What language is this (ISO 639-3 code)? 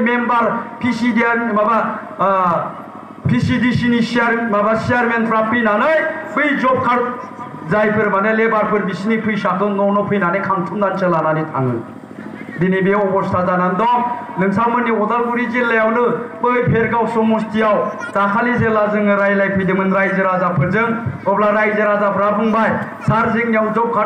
brx